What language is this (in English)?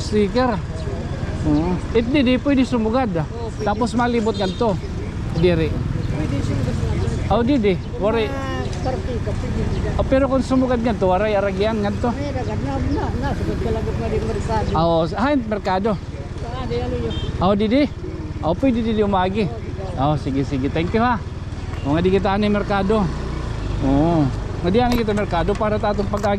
Waray